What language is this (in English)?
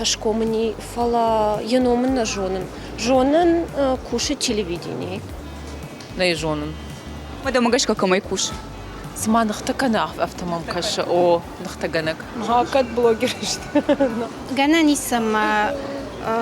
Ossetic